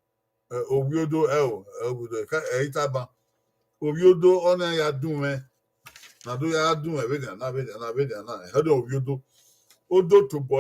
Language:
Bini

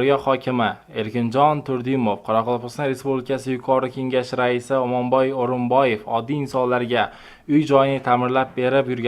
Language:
Uzbek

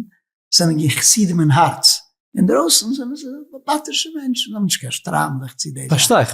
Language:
Yiddish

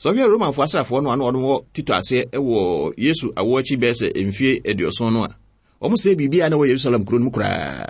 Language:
Akan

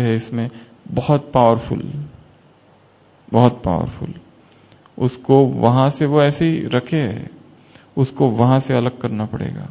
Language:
Hindi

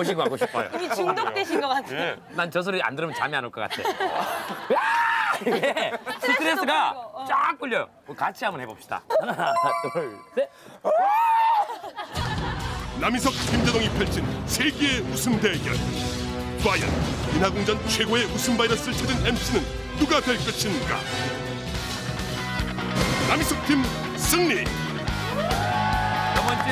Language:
Korean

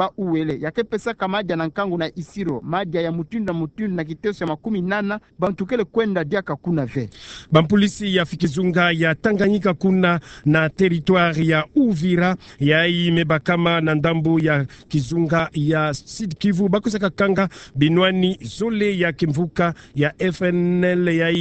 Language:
Kituba (Democratic Republic of Congo)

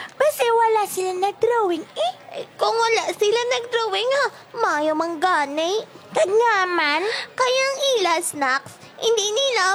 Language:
Hiligaynon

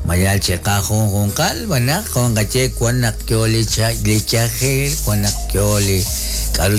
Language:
Kekchí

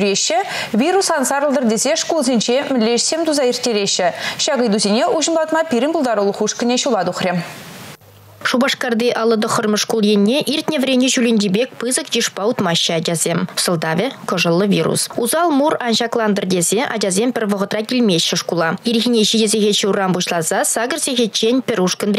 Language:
Chuvash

